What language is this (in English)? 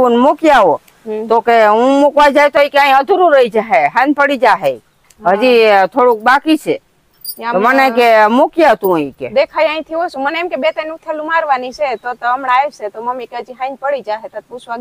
Gujarati